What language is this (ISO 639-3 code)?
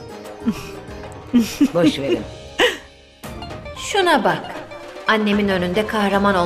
tur